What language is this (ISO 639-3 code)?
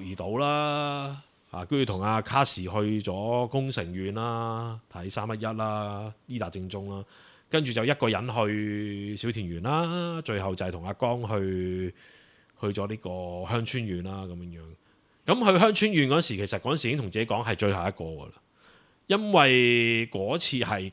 yue